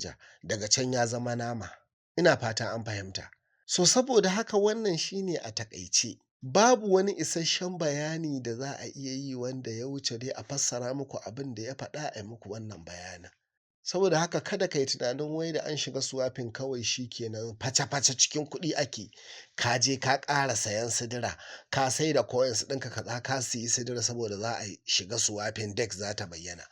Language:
Hausa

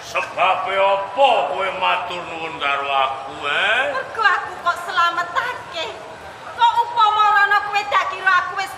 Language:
Javanese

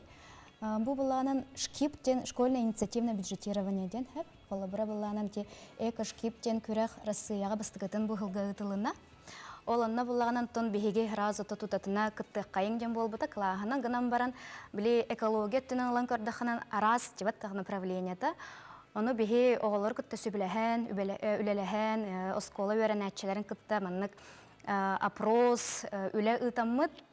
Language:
Yakut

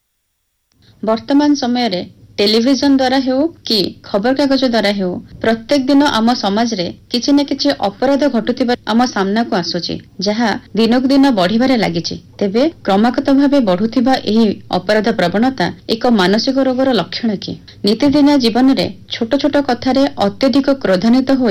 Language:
Odia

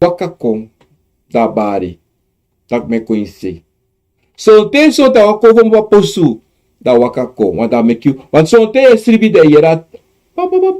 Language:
Sranan Tongo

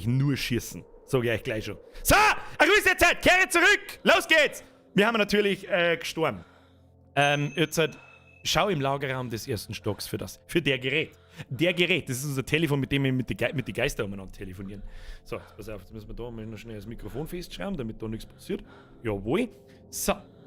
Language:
Bavarian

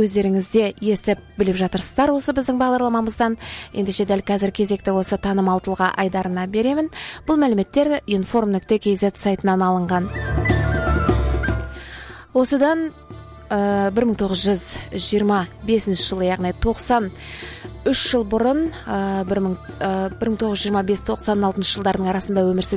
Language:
Kazakh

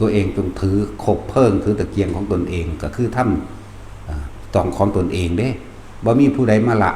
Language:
Lao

